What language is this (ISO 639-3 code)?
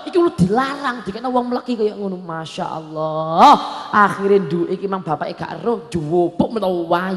jav